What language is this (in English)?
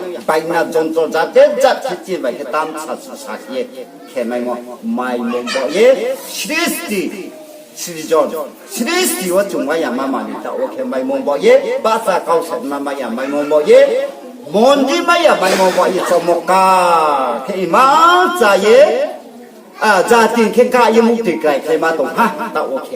Riang (India)